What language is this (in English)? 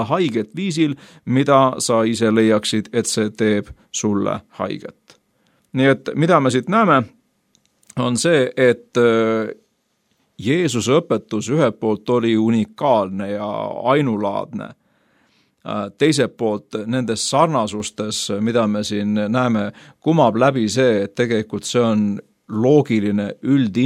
Estonian